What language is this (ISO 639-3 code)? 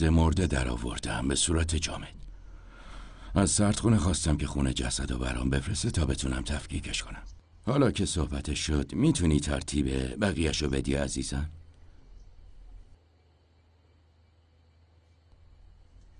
fas